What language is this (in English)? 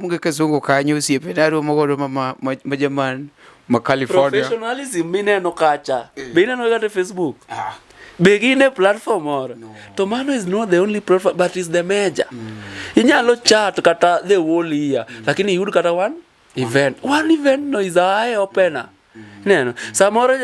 Luo (Kenya and Tanzania)